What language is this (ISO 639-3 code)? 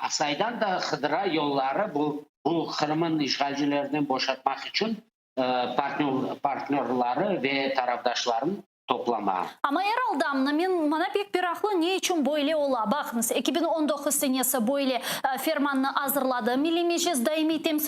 crh